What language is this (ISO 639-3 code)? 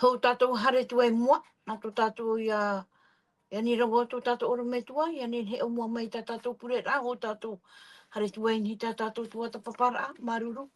tah